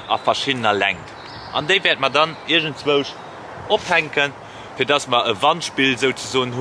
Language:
Luxembourgish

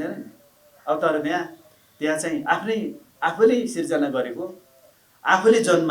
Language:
Nepali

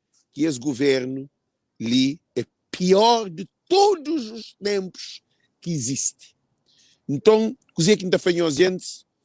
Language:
Kabuverdianu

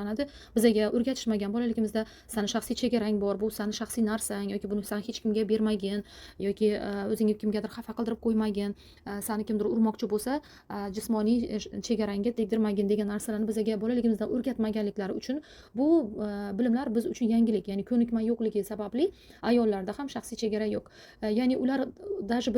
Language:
Uzbek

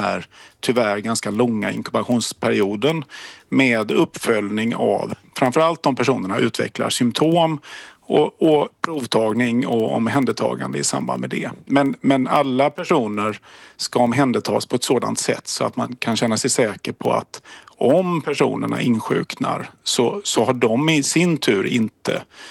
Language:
Swedish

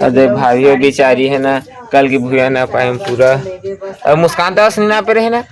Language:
Chhattisgarhi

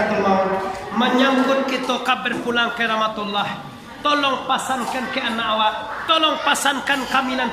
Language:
Minangkabau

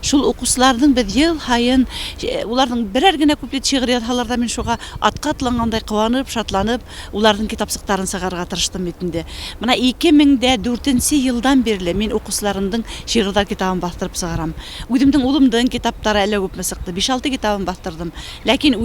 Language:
Bashkir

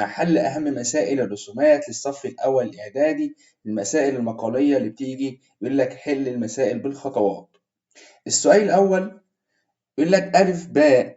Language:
Egyptian Arabic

